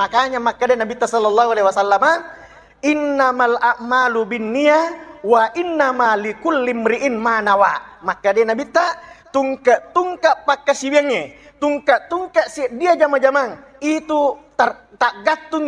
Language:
Buginese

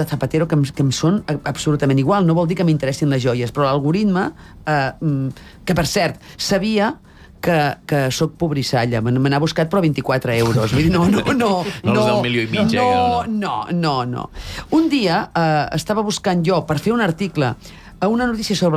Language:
Catalan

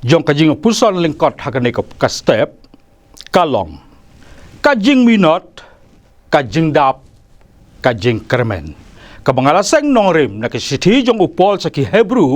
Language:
Khasi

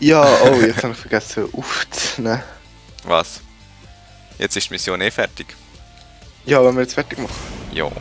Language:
Swiss German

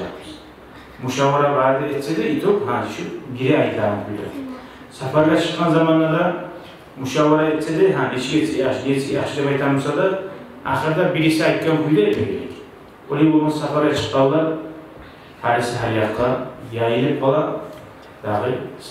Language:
Kumyk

